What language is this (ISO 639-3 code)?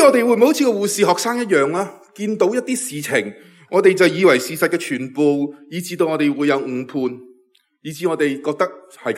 yue